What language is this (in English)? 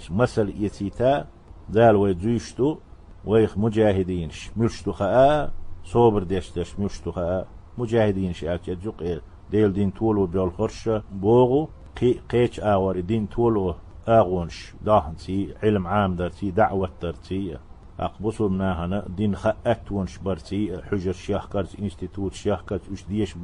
Chechen